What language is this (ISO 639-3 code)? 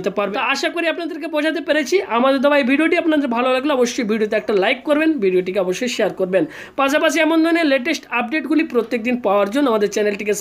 ben